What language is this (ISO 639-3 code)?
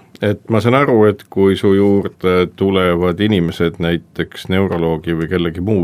est